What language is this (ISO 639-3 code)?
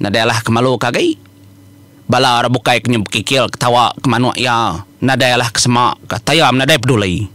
iba